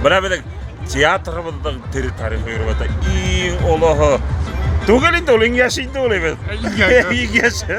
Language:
Bashkir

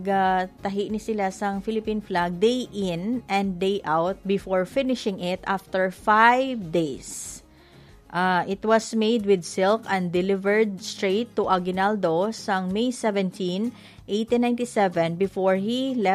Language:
Hiligaynon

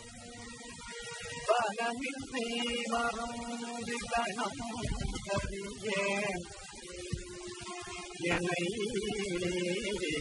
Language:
Tamil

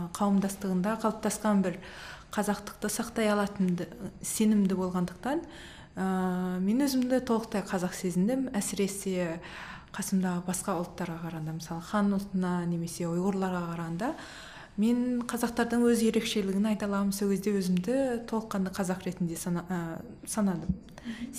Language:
Kazakh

